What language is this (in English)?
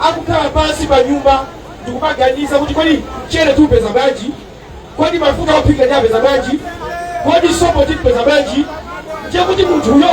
Nyanja